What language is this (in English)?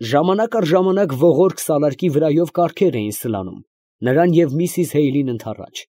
Armenian